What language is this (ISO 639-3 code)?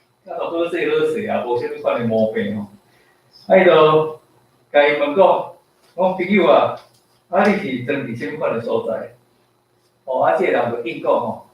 nan